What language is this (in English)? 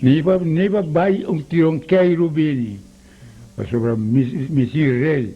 Papiamento